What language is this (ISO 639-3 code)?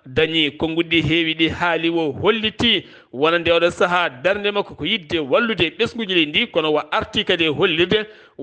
ful